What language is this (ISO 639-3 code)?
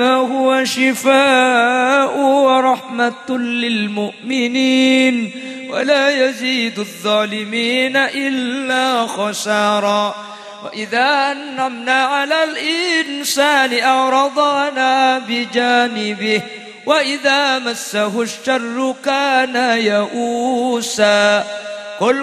mad